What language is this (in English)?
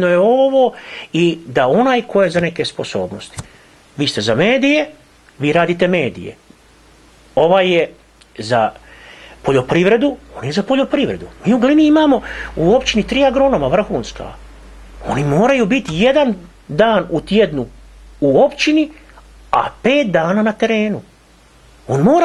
Croatian